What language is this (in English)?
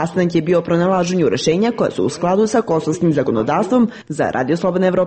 Serbian